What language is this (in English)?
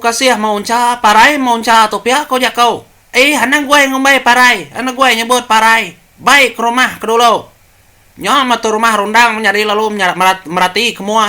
Iban